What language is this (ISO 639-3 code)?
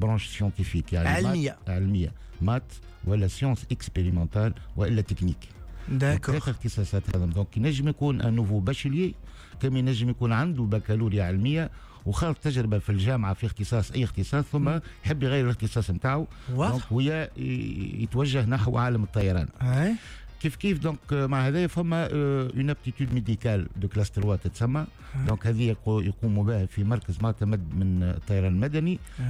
aeb